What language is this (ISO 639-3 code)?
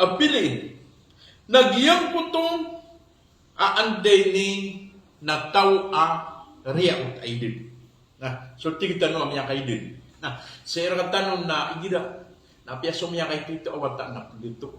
mrw